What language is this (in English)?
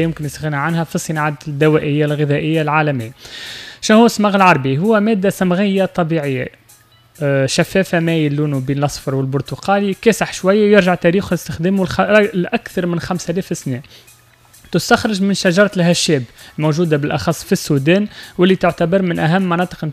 Tunisian Arabic